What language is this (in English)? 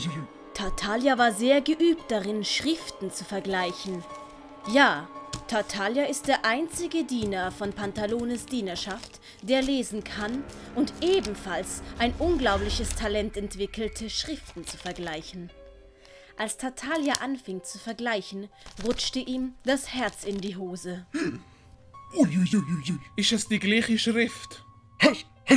Swiss German